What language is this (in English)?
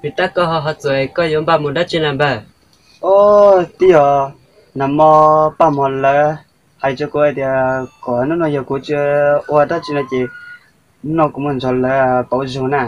Hmong